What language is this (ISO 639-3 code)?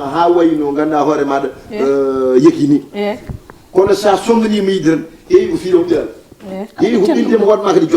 ful